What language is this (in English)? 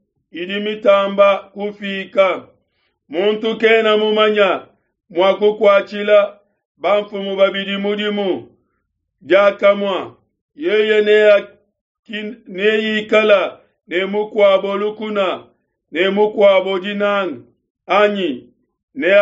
Luba-Lulua